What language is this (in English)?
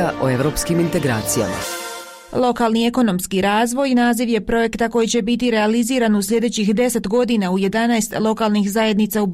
Bosnian